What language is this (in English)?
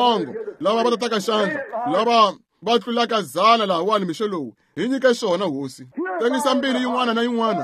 Tsonga